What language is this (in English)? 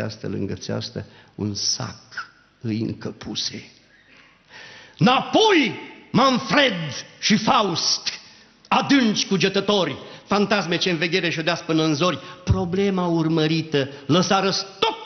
Romanian